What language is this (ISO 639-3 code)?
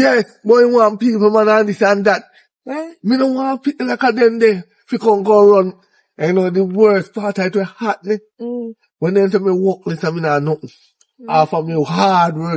jam